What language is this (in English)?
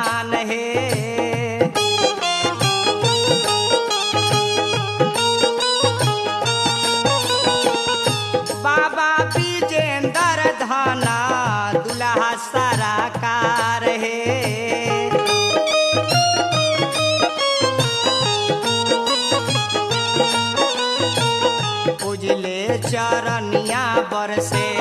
Bhojpuri